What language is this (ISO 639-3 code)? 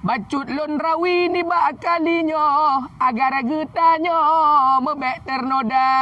ace